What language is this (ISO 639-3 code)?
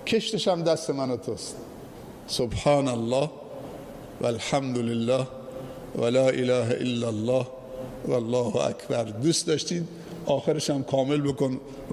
fas